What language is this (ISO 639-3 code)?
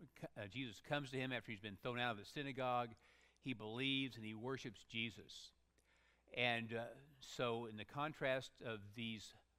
eng